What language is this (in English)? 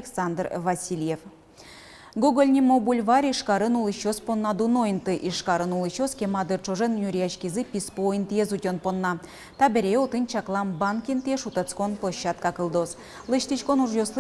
Udmurt